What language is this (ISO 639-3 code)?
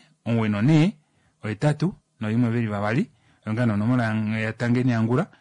kua